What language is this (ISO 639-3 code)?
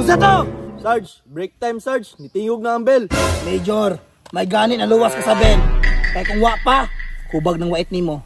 ceb